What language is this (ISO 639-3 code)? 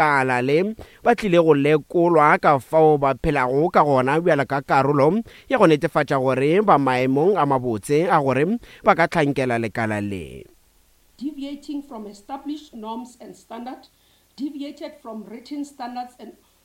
nso